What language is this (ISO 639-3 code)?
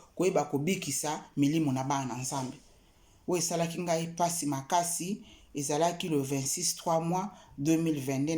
lin